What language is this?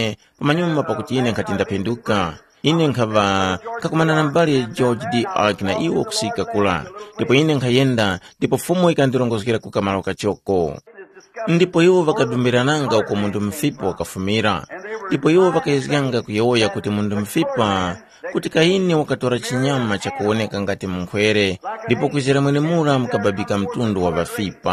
Tumbuka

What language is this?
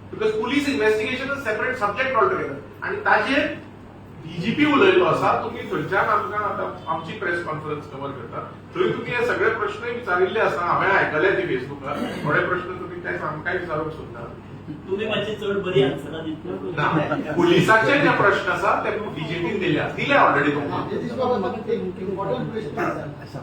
Konkani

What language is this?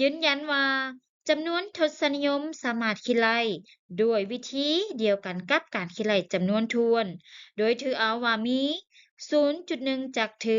Lao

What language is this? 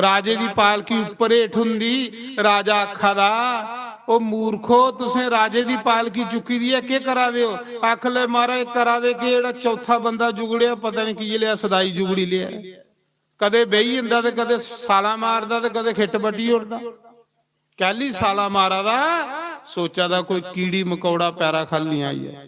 Dogri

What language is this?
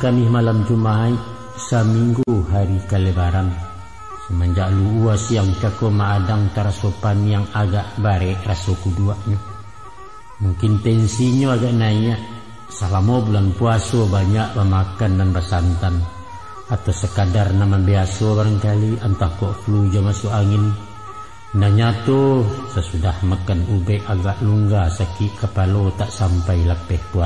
Minangkabau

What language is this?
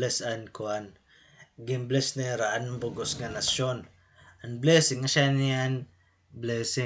Waray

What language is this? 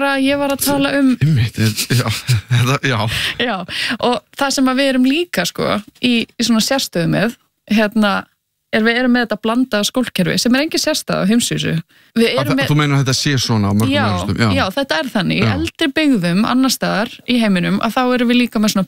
Icelandic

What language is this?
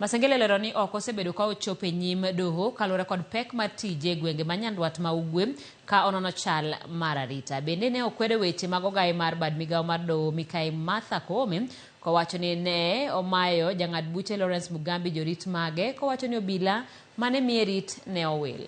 Luo (Kenya and Tanzania)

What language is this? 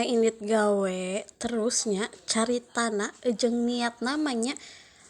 Sundanese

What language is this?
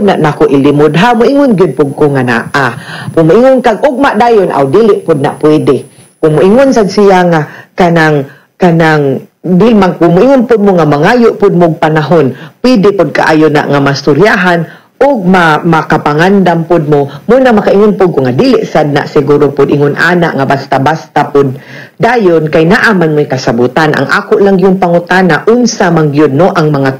Cebuano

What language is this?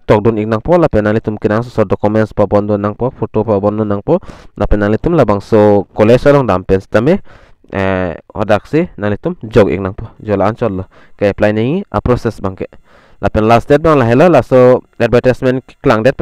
Karbi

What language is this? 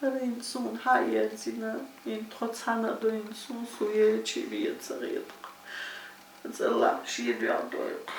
Chechen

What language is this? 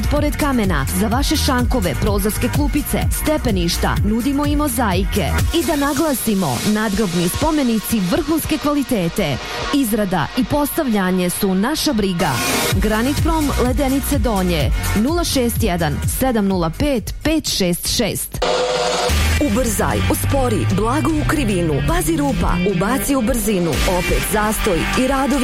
Bosnian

